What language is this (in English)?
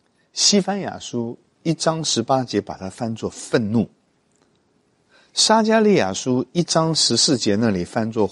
Chinese